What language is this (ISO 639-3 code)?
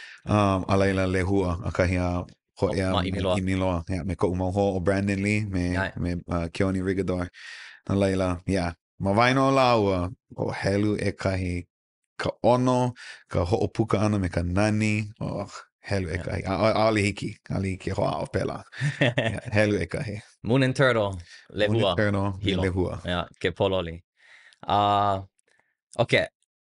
haw